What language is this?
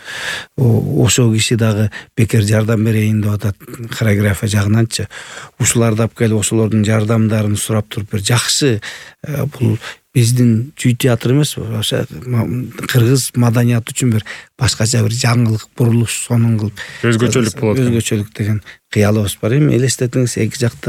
Kyrgyz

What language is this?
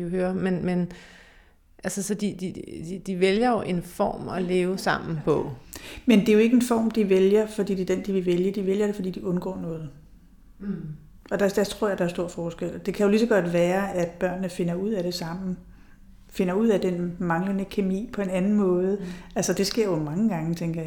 Danish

